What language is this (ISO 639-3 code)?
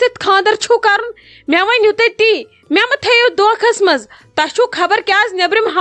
kas